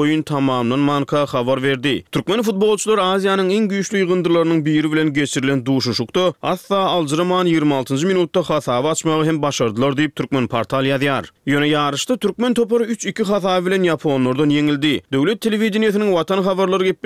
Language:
Turkmen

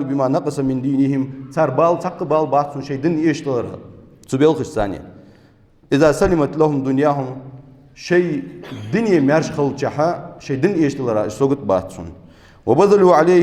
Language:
Ingush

